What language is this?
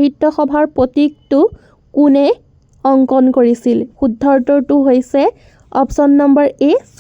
Assamese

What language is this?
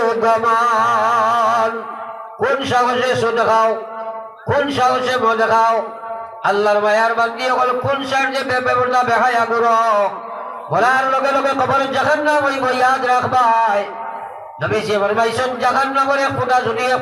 Sylheti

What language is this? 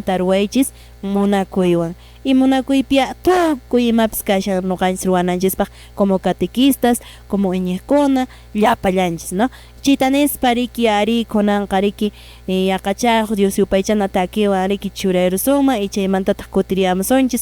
Quechua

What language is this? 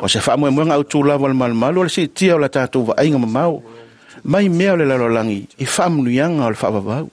Samoan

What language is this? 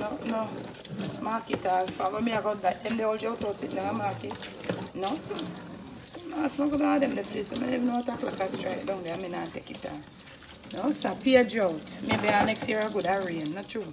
Jamaican Creole English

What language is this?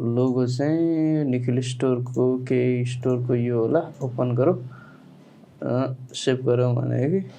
Nepali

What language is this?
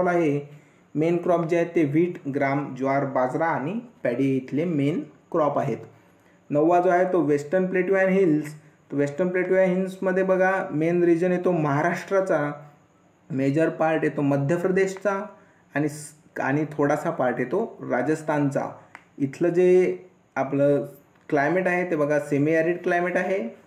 Marathi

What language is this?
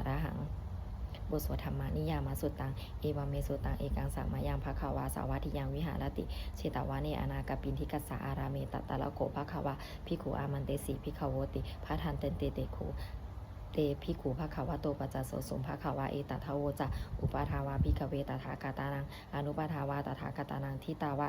Pali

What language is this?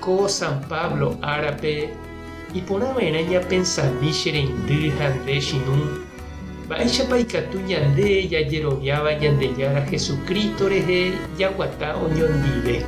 Guarani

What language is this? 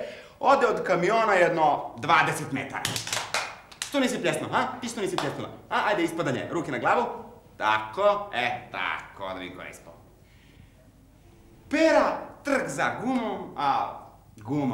Serbian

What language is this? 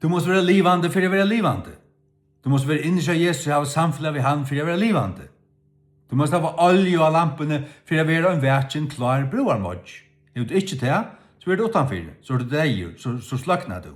Faroese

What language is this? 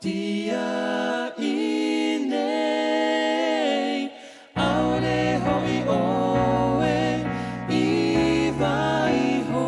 Tahitian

